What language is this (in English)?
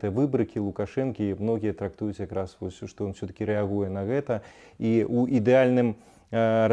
Belarusian